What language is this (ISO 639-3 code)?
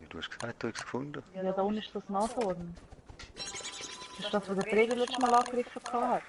gsw